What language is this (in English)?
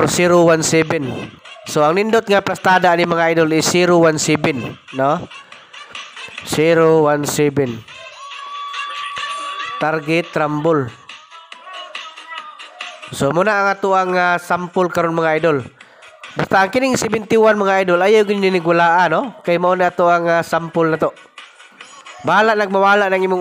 Cebuano